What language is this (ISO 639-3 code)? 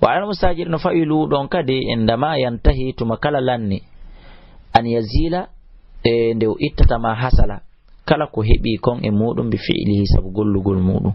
ful